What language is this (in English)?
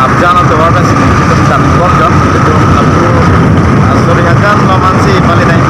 Karbi